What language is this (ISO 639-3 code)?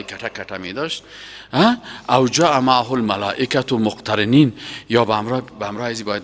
fas